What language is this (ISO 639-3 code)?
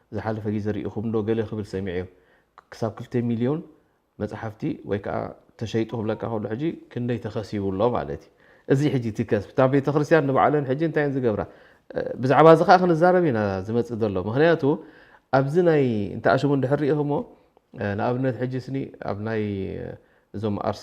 tir